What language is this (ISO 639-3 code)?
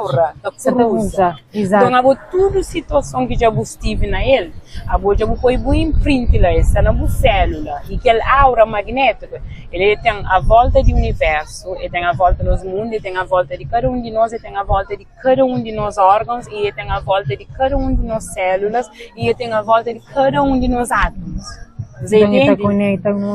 kea